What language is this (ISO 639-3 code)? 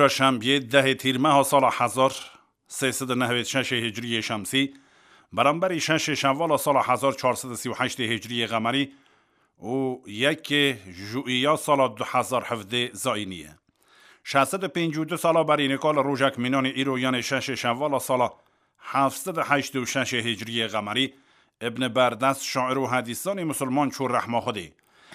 kur